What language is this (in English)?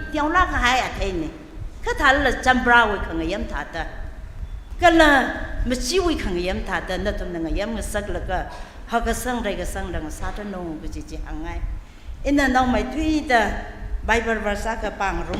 Tangkhul Naga (India)